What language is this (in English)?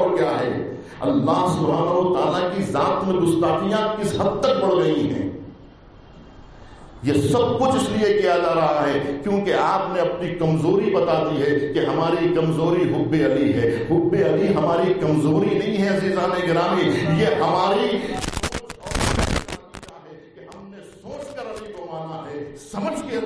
Urdu